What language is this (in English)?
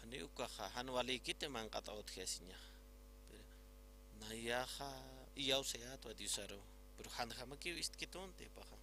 Aymara